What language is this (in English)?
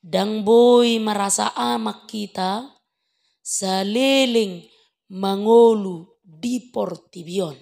Batak Toba